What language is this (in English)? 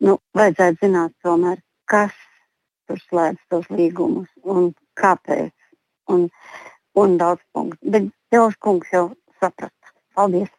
Latvian